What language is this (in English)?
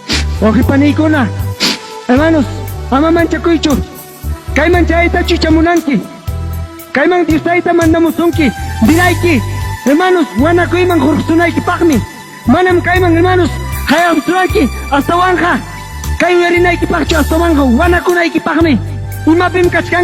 Ayacucho Quechua